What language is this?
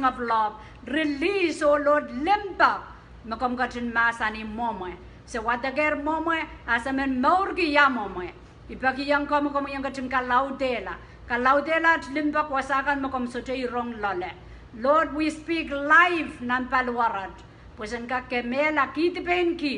Pohnpeian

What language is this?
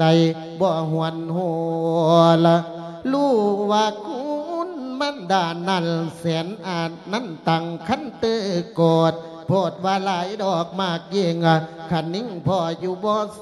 Lao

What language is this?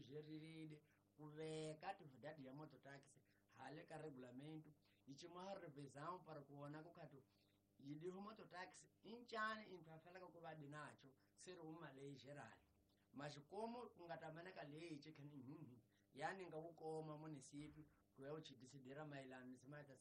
Tsonga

